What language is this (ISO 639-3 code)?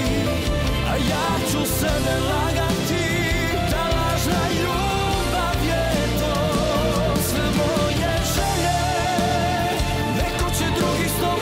srp